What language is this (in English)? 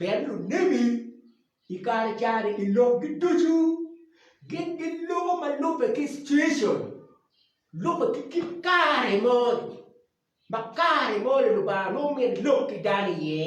Acoli